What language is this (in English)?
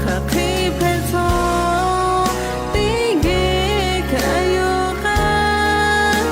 Lahu